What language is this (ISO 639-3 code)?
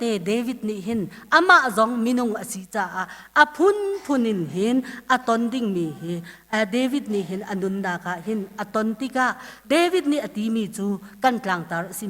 cnh